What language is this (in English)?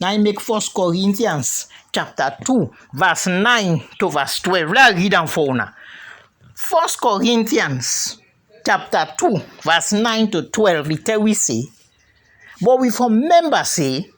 Krio